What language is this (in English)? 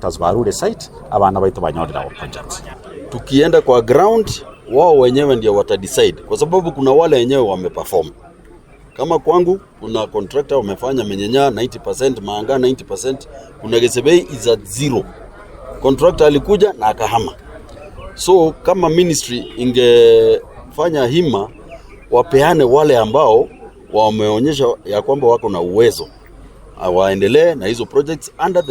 Gusii